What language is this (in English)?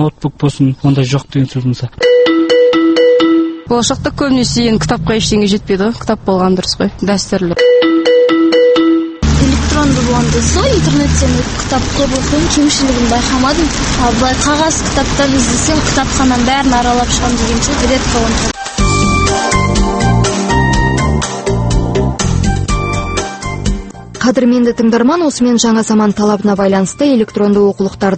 Kazakh